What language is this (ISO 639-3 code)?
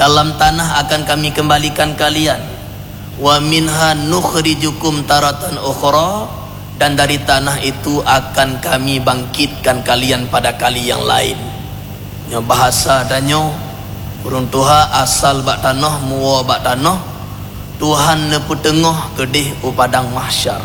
ace